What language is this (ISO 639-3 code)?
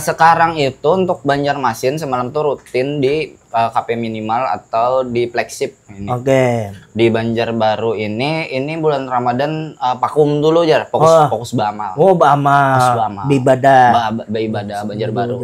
bjn